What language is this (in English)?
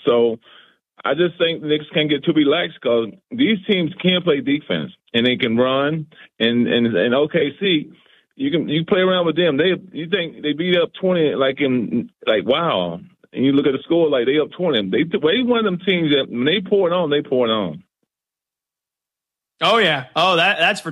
English